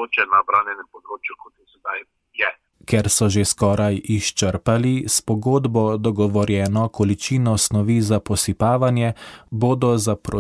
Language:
Slovenian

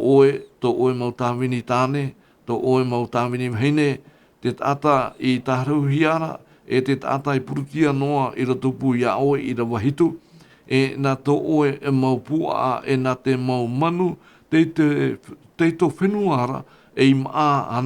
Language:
Tahitian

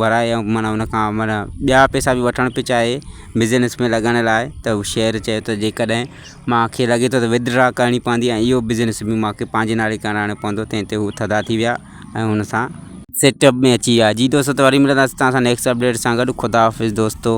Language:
Sindhi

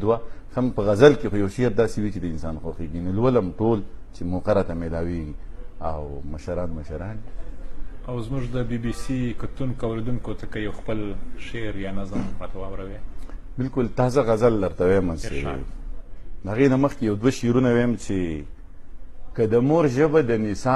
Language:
Pashto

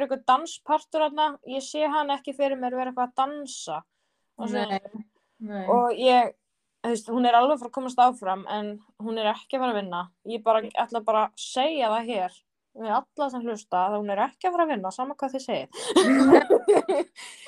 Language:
Icelandic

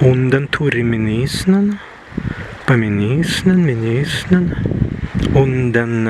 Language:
Prussian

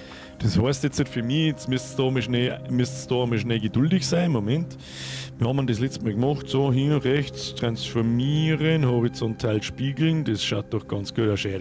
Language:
Bavarian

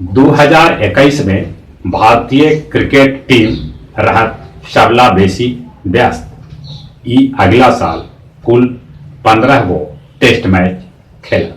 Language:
Magahi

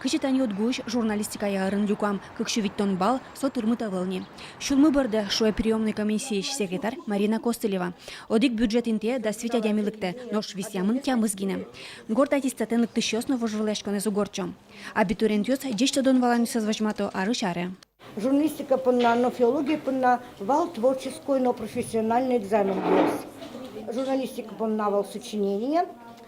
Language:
Udmurt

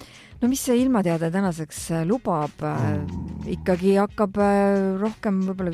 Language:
Estonian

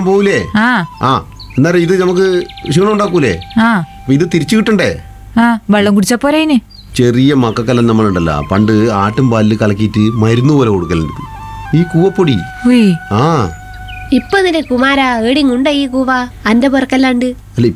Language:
Malayalam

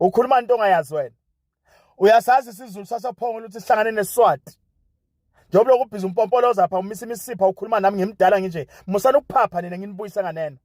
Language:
Zulu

